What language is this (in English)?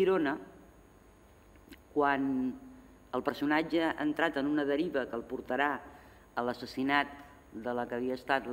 Catalan